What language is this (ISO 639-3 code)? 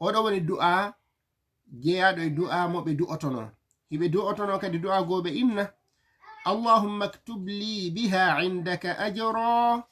ful